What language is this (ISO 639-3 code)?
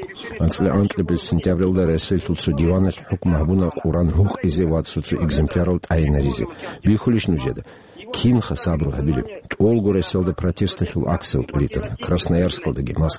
ava